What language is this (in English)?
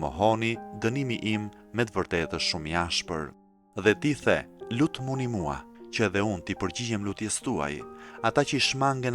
Albanian